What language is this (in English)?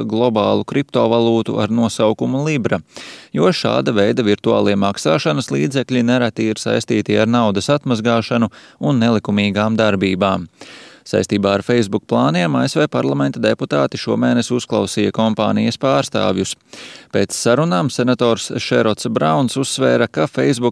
Latvian